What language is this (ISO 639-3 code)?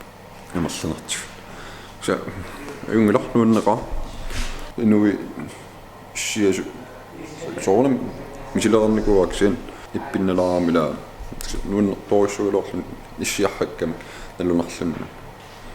kal